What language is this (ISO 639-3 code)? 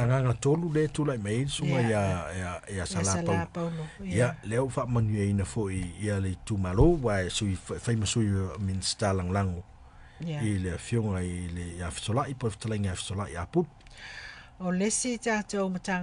smo